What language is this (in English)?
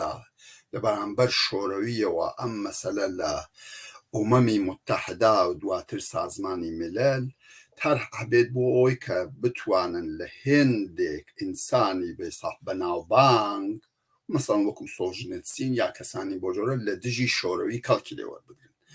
Central Kurdish